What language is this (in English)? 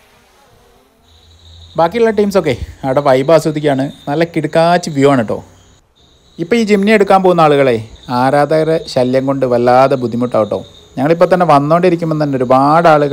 Malayalam